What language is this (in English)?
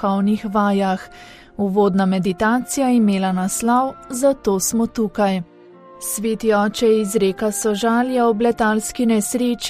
Slovenian